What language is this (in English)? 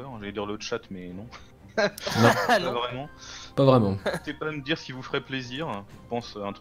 French